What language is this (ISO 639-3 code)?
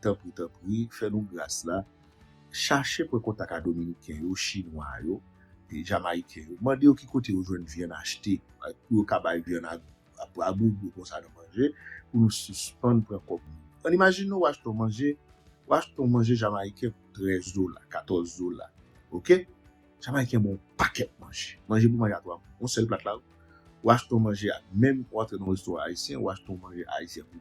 hat